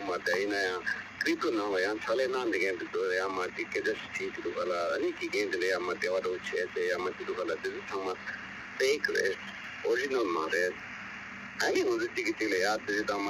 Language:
Tibetan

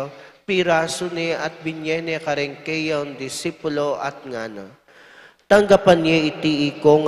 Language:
Pampanga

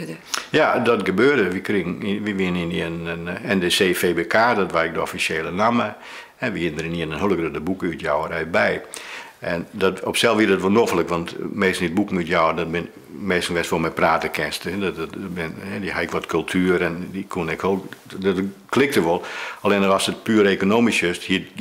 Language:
Western Frisian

